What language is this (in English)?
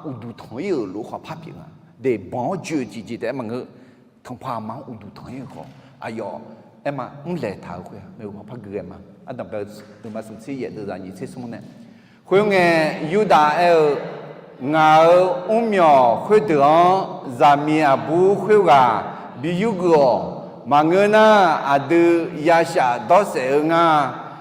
Akha